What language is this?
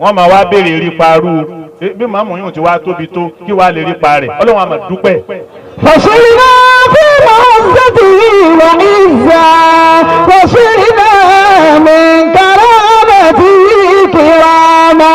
Yoruba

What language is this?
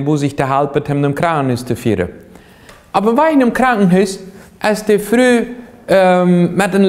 Plautdietsch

